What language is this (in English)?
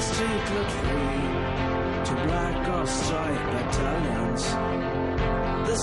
Greek